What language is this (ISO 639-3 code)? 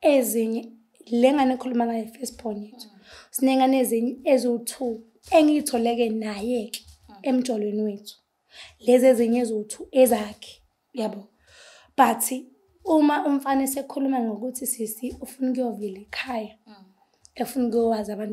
zul